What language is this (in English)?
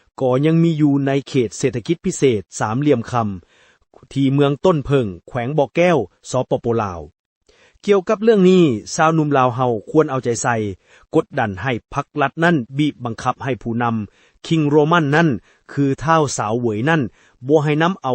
Lao